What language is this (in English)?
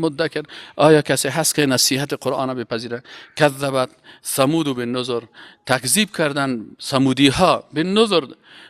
Persian